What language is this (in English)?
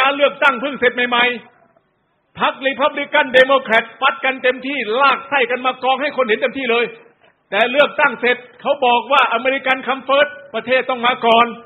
Thai